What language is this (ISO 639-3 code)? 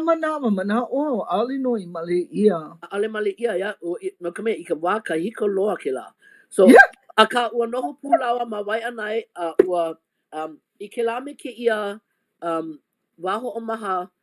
haw